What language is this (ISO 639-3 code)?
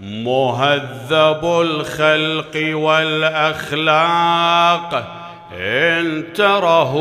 acm